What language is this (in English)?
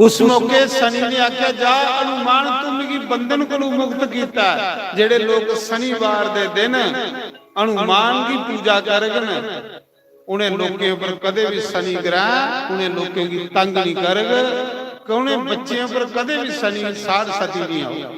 Dogri